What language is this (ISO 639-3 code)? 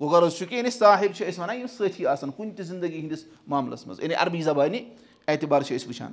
kas